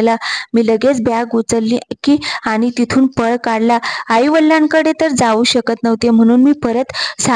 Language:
Marathi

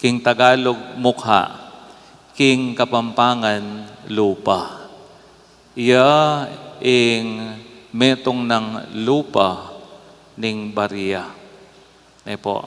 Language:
Pampanga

